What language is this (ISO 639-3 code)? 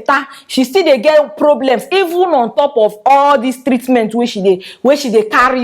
pcm